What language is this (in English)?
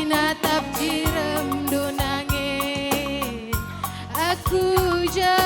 Batak Karo